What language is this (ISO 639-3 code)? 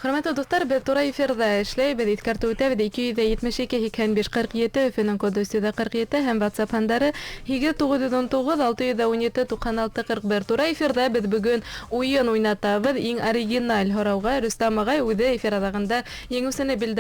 bak